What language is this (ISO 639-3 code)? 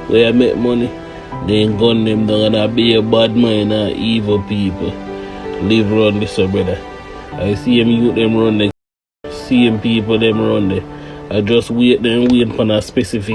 jam